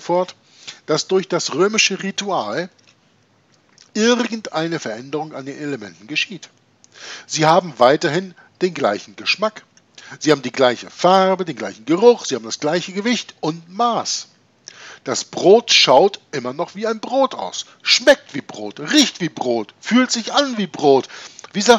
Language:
German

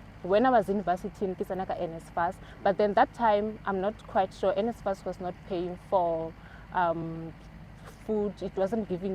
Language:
Tswana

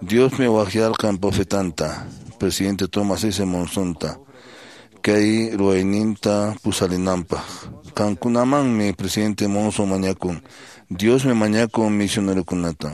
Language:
Quechua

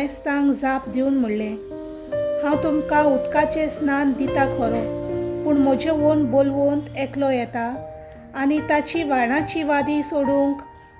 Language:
Konkani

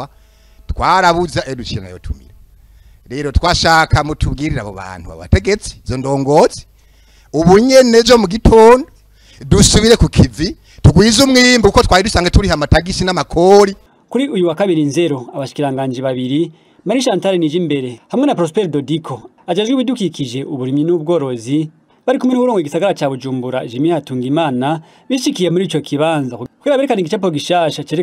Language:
Rundi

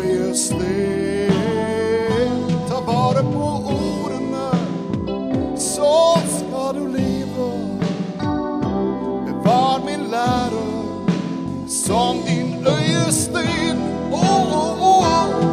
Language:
Swedish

